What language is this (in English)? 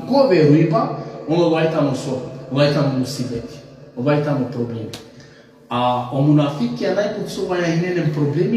Balkan Romani